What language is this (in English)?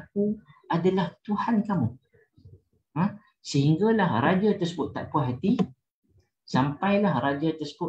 Malay